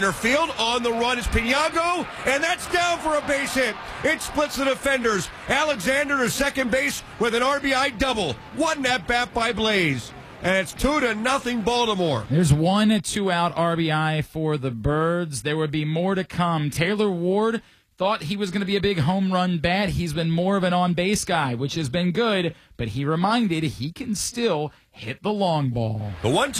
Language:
English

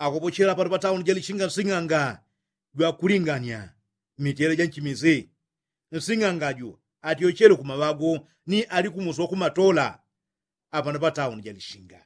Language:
Yao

